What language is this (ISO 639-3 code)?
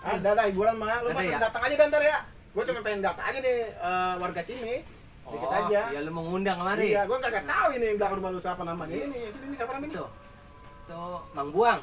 bew